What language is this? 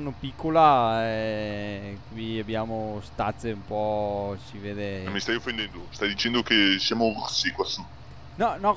Italian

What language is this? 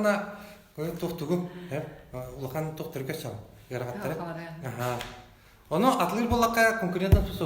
Yakut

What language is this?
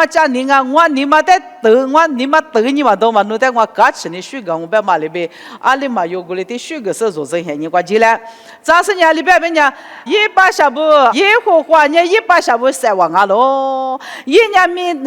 Lisu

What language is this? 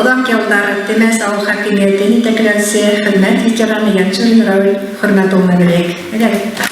Bashkir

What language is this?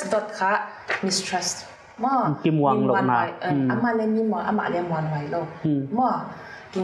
Paite Chin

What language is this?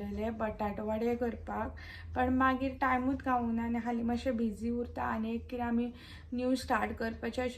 Konkani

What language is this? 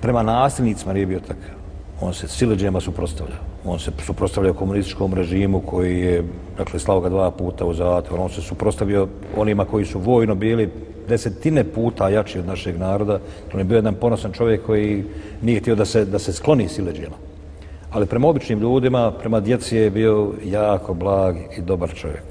Bosnian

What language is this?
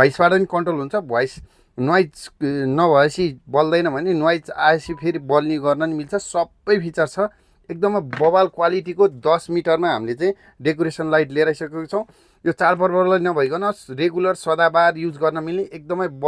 Nepali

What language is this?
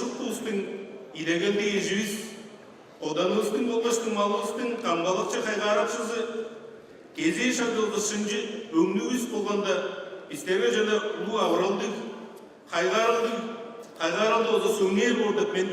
Tuvinian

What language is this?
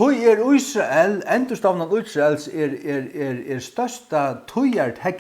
Faroese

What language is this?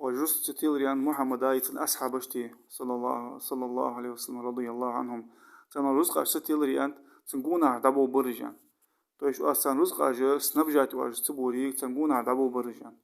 Ingush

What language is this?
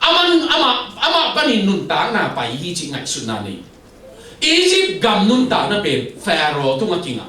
Tedim Chin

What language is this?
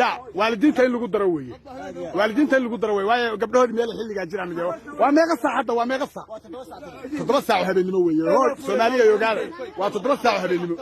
Somali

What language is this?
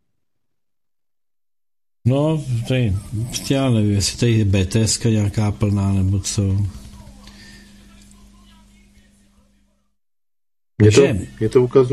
Czech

